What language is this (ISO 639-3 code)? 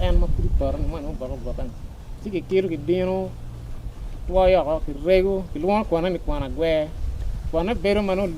ach